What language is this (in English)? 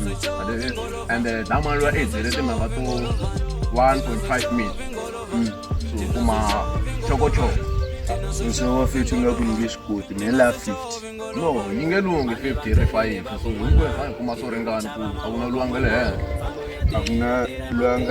Tsonga